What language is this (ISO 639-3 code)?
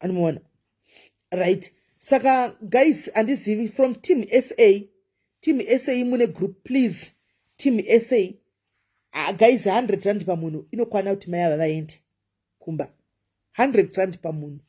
sna